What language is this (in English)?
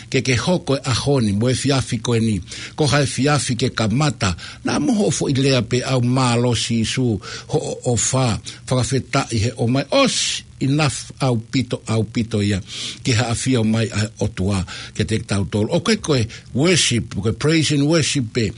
Tongan